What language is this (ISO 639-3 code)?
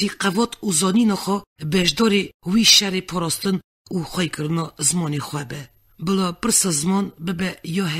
kur